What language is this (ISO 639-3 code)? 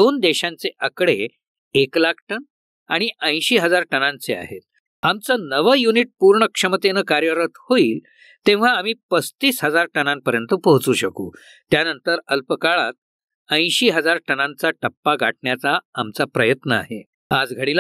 mar